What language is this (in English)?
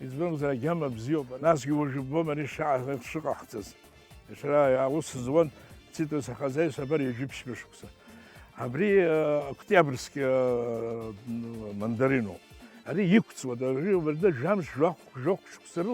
Abkhazian